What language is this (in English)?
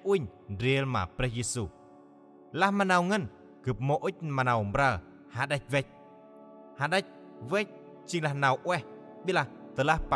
Central Mnong